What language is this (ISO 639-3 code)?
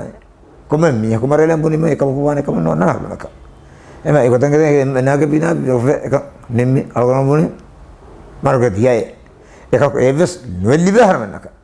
div